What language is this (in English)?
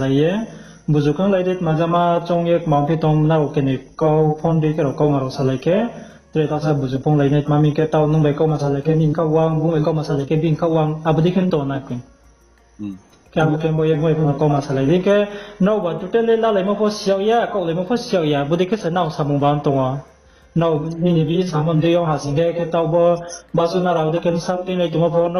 Riang (India)